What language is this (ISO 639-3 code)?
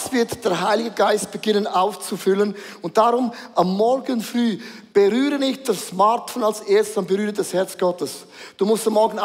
gsw